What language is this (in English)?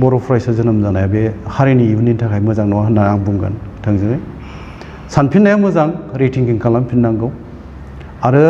Bodo